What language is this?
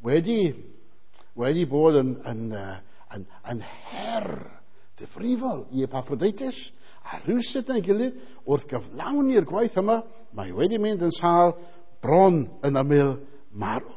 Welsh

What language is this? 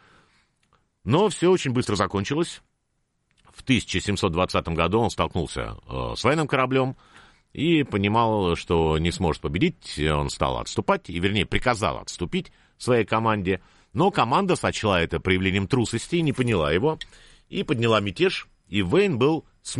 Russian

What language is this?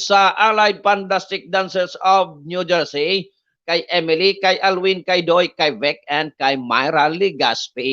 Bikol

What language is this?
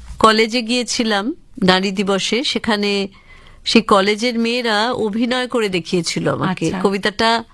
Bangla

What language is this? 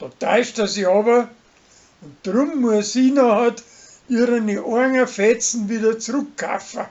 Bavarian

